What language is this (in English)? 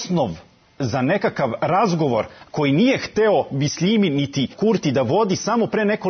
Serbian